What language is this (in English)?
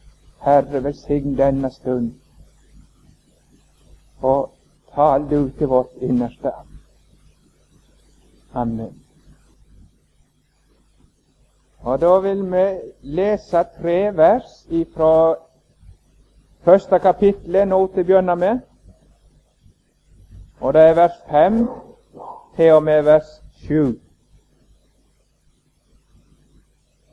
Norwegian